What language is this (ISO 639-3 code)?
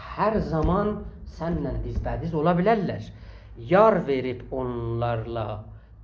azb